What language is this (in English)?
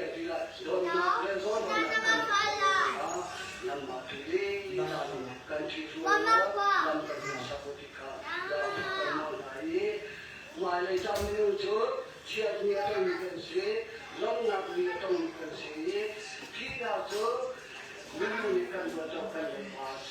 Hakha Chin